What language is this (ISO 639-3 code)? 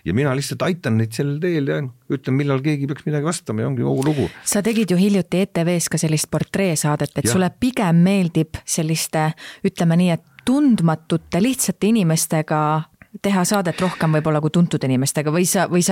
est